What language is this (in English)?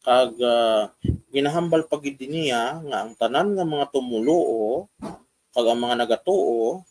Hiligaynon